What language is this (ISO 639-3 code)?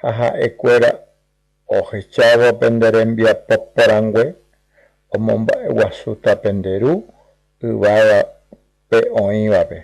grn